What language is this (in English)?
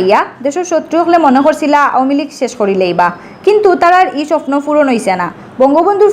Sylheti